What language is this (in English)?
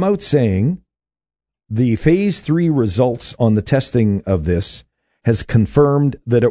English